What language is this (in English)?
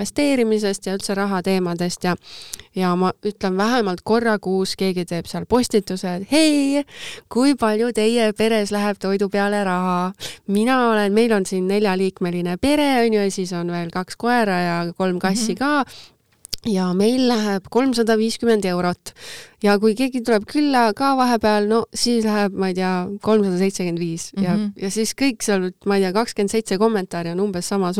Estonian